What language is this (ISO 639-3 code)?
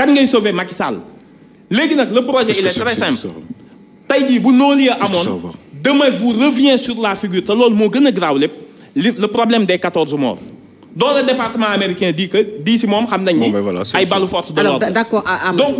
wol